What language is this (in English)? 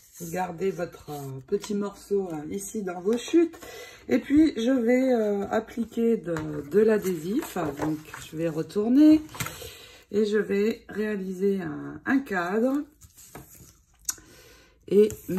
French